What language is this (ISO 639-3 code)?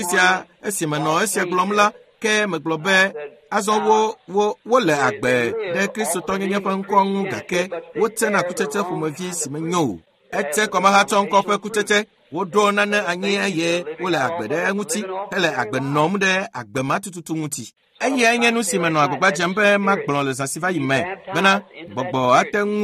ewe